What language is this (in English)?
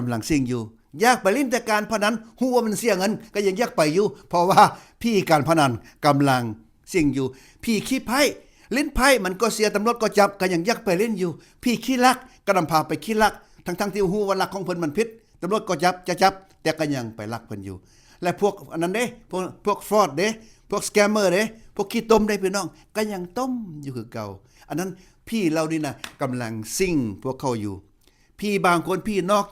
Lao